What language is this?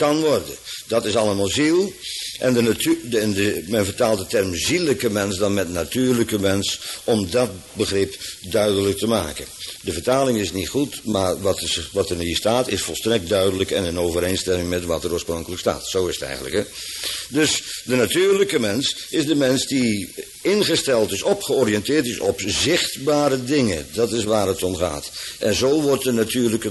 Dutch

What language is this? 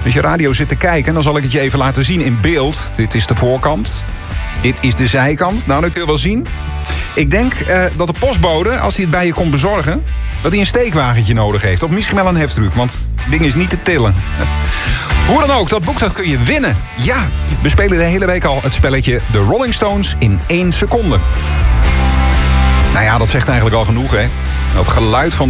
Dutch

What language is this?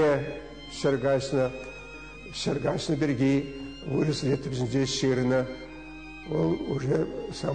Chuvash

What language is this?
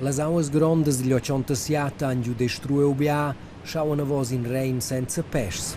Romansh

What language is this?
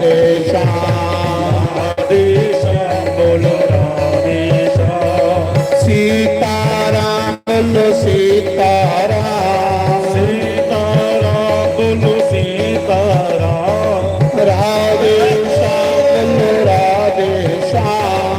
Dogri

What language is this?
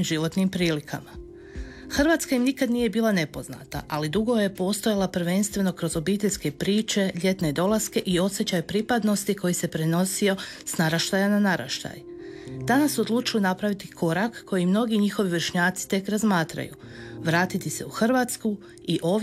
Croatian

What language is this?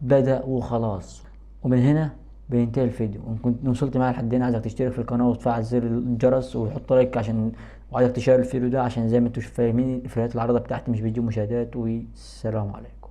Egyptian Arabic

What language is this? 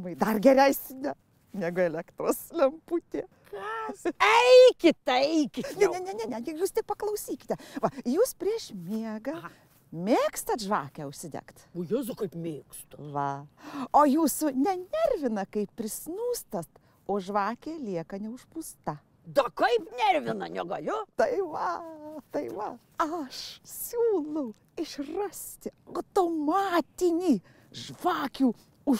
Lithuanian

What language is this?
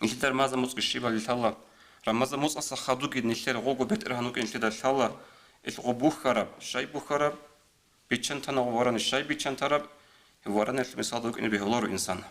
Avaric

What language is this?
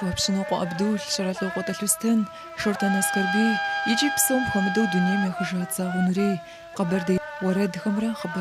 Kabardian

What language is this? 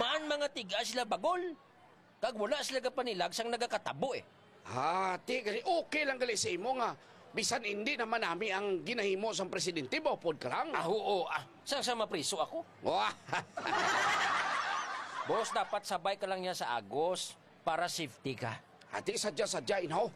Hiligaynon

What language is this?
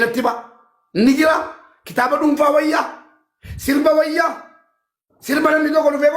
Oromo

